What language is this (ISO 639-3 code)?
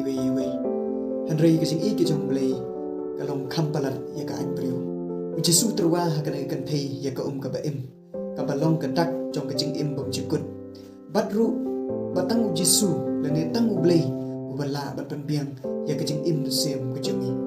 kha